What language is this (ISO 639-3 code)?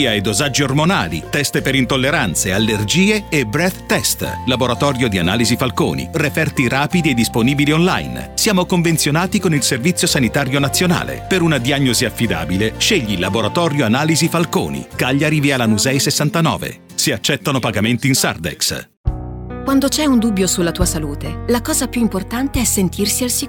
ita